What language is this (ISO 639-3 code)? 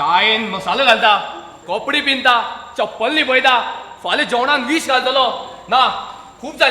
kok